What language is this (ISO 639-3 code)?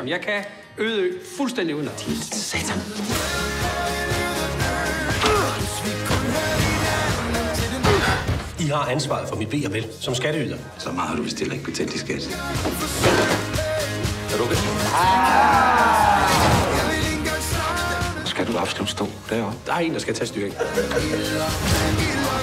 dan